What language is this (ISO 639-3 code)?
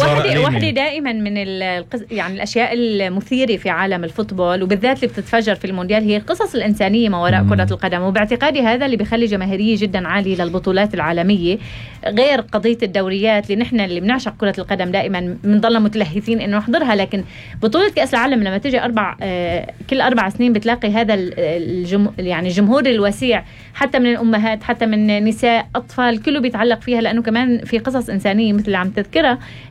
apc